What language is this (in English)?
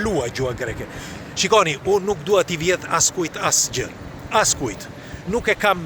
Albanian